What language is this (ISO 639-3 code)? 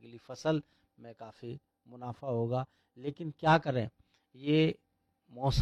hin